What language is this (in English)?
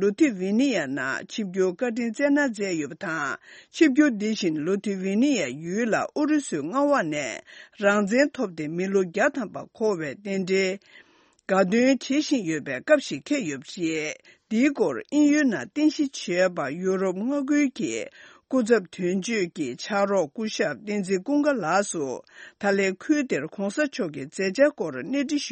Tibetan